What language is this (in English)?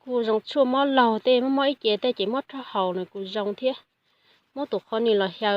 Hmong